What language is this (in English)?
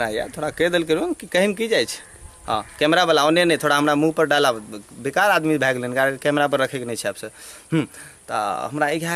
Maithili